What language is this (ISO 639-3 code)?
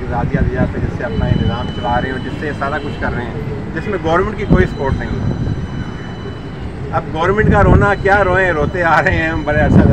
urd